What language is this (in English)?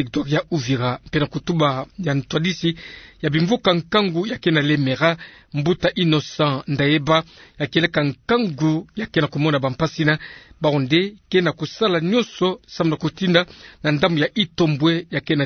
Kituba (Democratic Republic of Congo)